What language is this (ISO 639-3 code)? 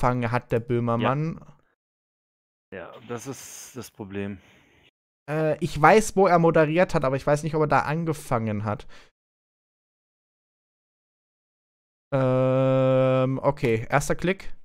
deu